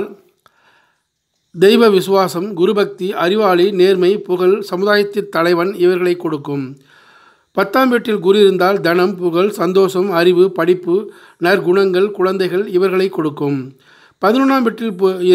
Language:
Tamil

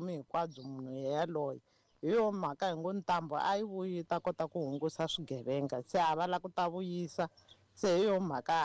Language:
Tsonga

